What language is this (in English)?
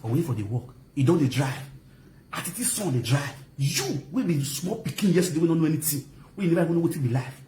Nigerian Pidgin